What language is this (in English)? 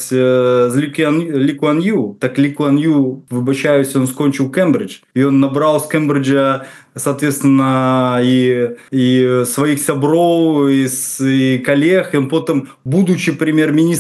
Belarusian